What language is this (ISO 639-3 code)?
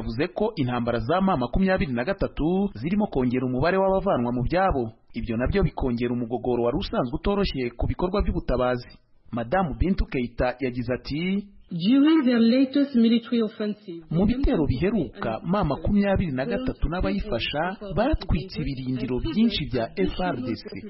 kin